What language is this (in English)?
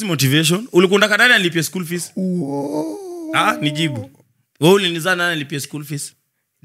Swahili